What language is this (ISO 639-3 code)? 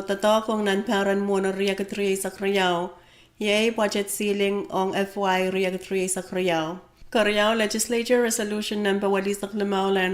pon